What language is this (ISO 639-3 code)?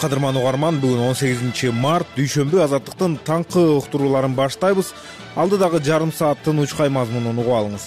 kir